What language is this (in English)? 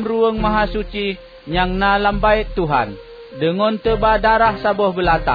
Achinese